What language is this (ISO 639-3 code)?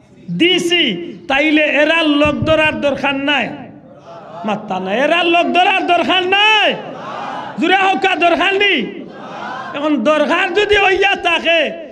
syl